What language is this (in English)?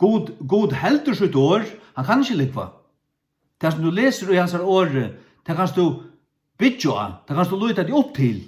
Faroese